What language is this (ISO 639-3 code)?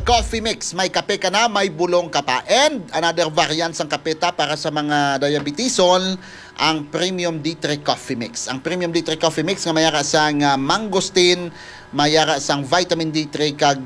hil